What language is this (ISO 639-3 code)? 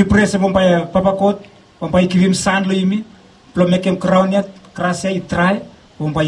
bis